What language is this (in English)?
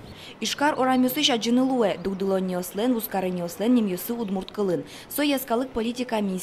Udmurt